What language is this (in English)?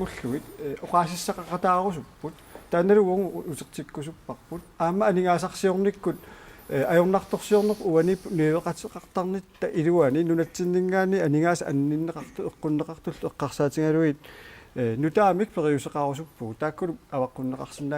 Kalaallisut